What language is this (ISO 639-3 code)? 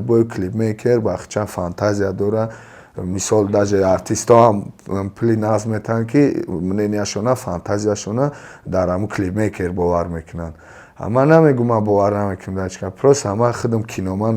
tgk